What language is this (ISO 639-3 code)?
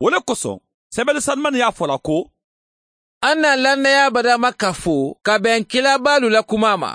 man